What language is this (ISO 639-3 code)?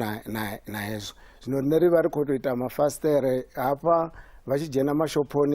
ven